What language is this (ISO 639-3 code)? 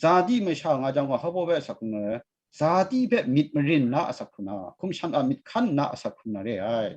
kac